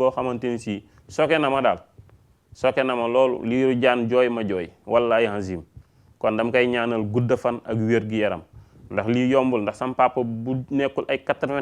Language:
Wolof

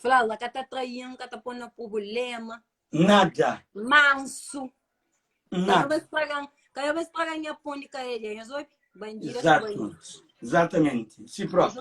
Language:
Kabuverdianu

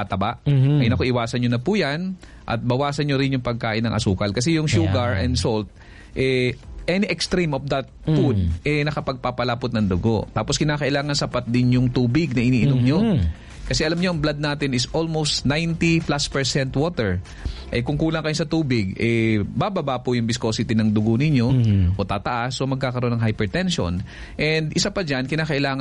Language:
Filipino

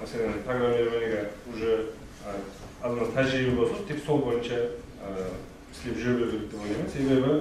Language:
Kara-Kalpak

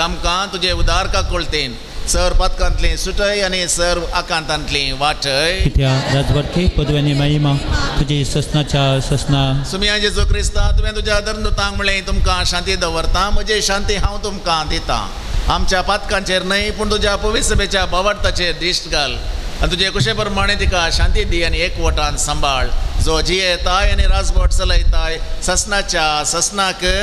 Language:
Konkani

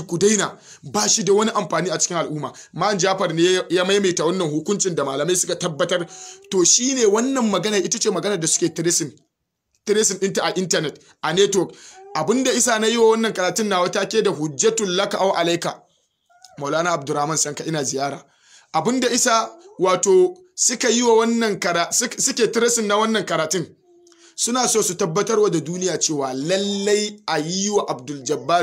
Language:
Hausa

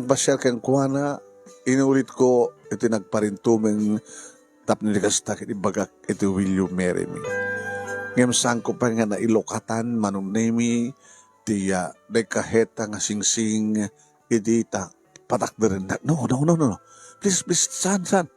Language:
Iloko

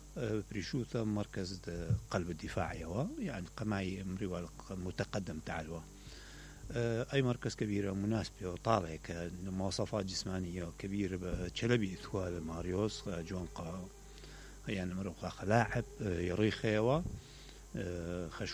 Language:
Mesopotamian Arabic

